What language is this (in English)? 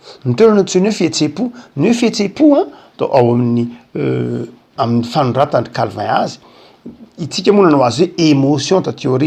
Malagasy